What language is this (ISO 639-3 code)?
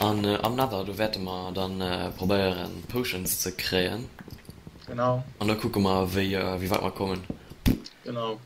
ltz